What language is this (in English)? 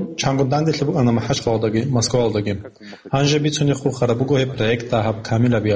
Avaric